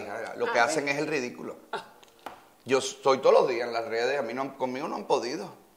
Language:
Spanish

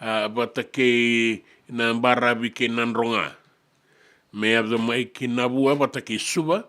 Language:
Fijian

